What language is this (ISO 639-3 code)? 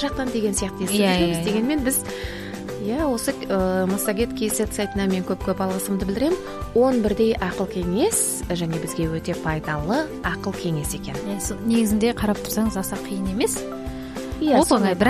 kaz